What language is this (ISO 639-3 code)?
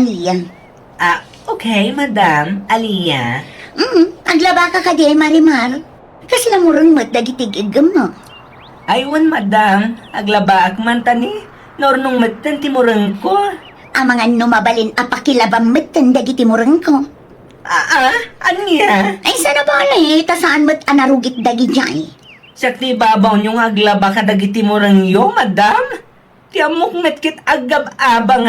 ilo